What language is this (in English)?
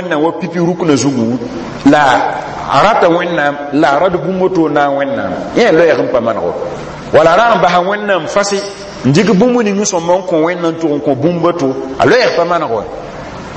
Mossi